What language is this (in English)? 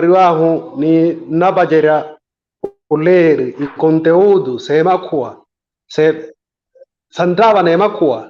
Makhuwa